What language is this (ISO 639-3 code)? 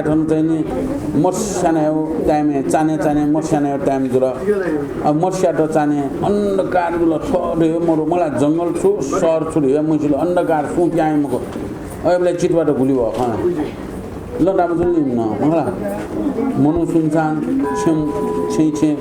new